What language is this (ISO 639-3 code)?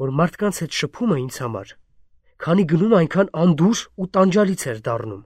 hye